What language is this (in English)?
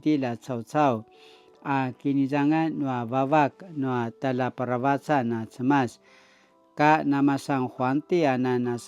Paiwan